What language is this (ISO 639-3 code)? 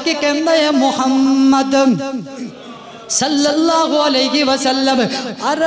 urd